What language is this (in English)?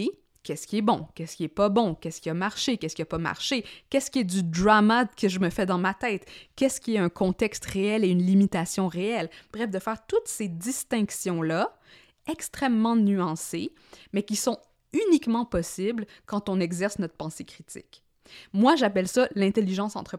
French